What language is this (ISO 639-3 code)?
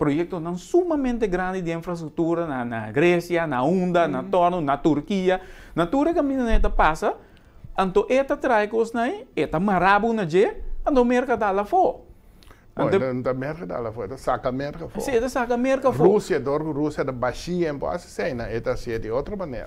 pap